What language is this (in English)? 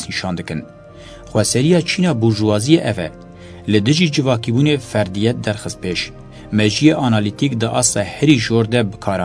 Kurdish